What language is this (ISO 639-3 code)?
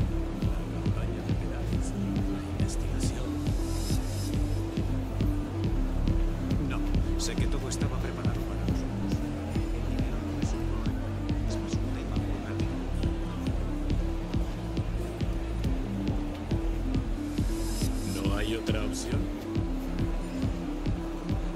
spa